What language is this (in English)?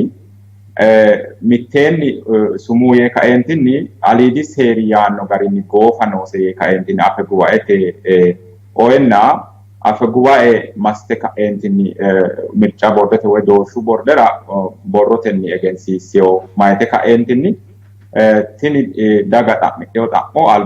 Sidamo